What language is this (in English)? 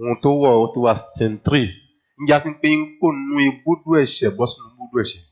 Yoruba